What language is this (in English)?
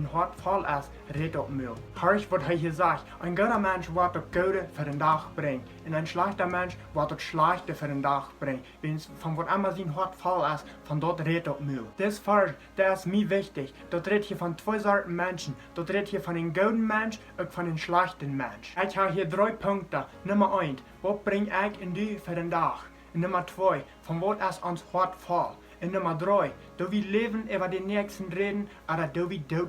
Plautdietsch